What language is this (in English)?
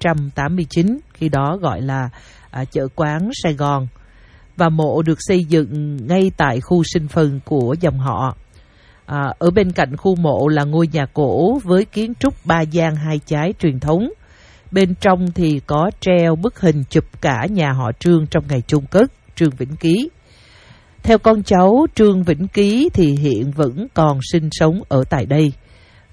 Vietnamese